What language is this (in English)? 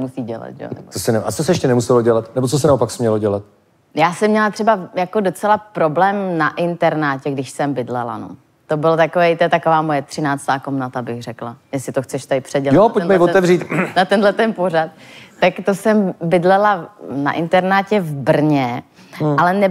Czech